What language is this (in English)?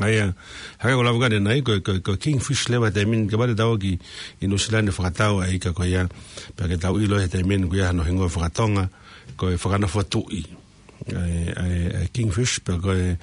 Tongan